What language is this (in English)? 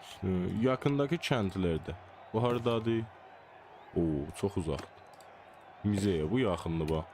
South Azerbaijani